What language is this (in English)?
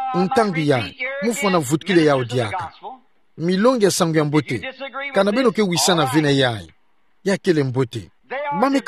Kituba (Democratic Republic of Congo)